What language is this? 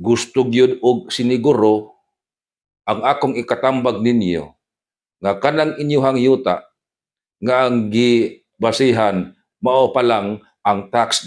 Cebuano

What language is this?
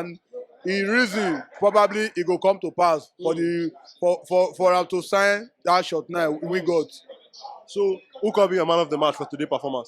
Nigerian Pidgin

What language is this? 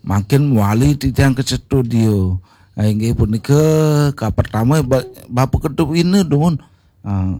Balinese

